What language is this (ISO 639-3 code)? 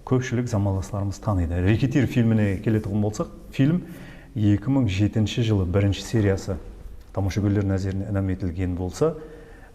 kaa